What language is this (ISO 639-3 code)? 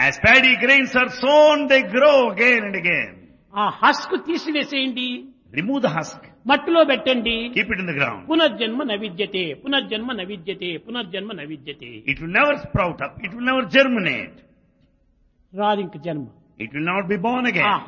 tel